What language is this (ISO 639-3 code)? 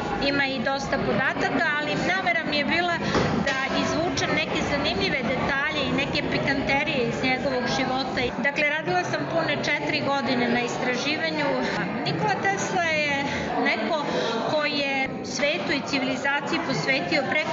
srp